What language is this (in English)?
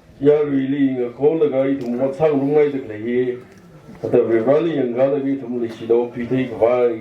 Tangkhul Naga (India)